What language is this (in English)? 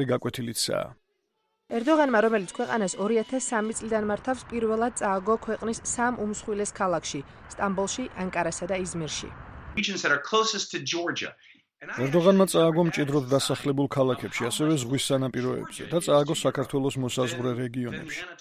Georgian